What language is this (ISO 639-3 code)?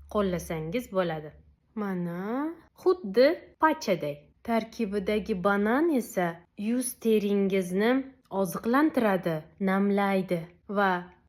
uzb